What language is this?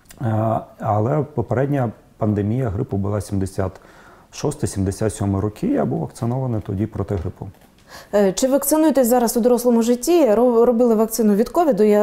Ukrainian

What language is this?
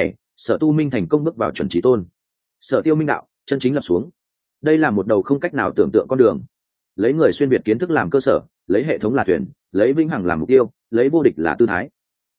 Vietnamese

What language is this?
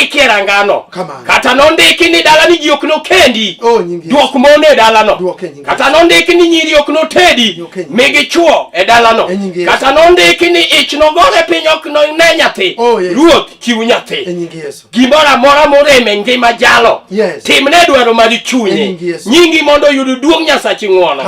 Luo (Kenya and Tanzania)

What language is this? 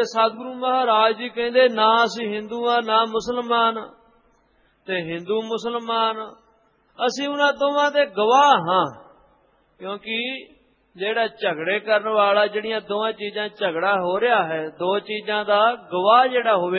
Punjabi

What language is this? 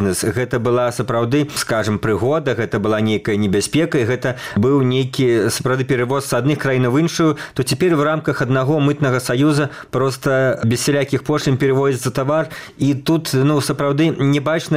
Belarusian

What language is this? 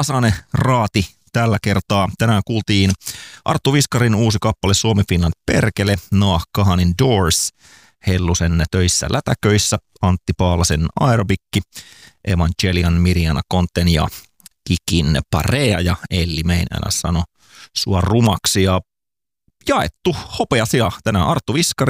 Finnish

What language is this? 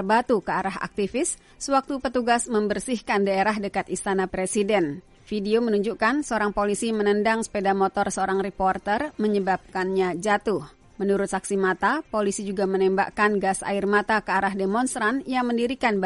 Indonesian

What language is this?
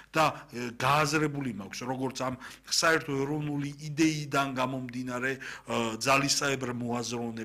Georgian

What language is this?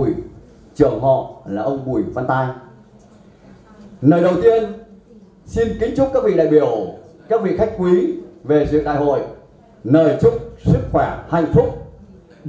Vietnamese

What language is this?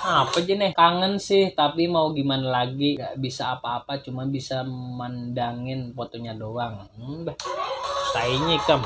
Banjar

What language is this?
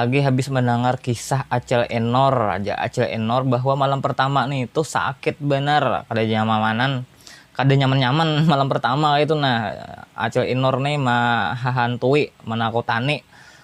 Banjar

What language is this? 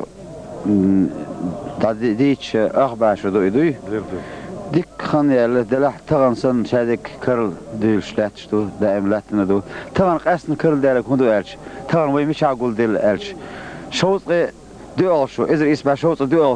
Chechen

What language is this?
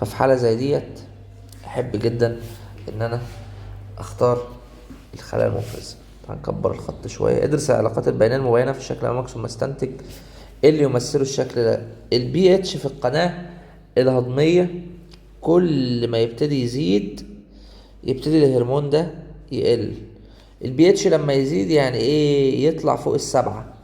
Egyptian Arabic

